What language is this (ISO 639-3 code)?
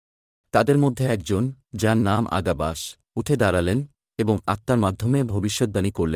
ben